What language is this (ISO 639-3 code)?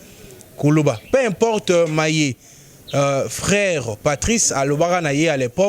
lin